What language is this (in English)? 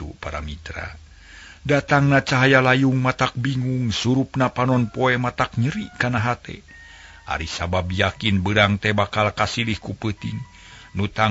Sundanese